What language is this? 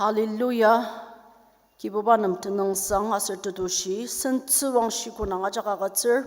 Ao Naga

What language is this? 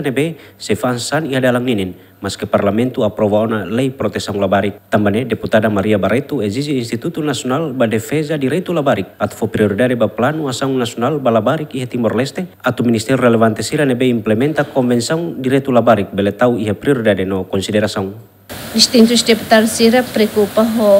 Tetum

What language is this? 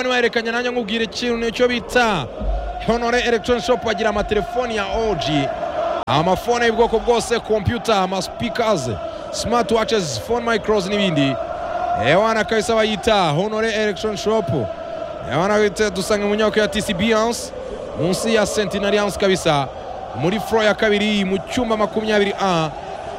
Kinyarwanda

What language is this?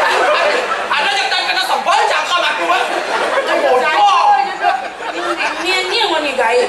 Balinese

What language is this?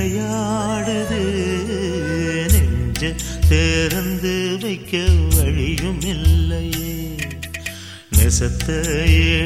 Tamil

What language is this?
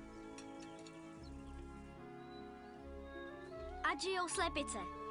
Czech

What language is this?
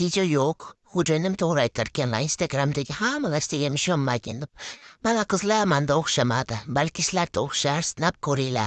Uzbek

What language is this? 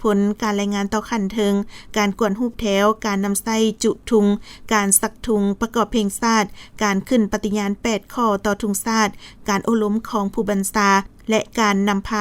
Lao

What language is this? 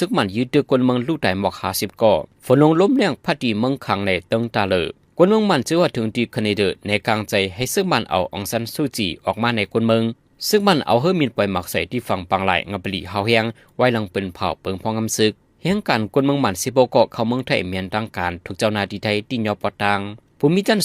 Shan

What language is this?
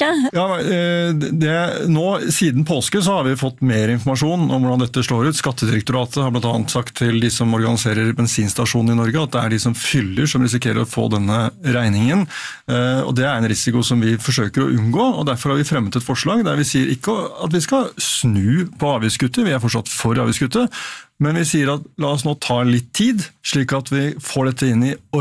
Norwegian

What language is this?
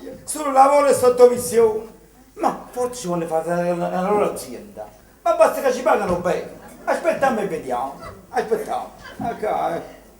Neapolitan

